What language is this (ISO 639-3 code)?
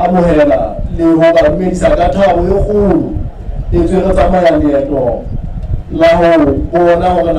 sot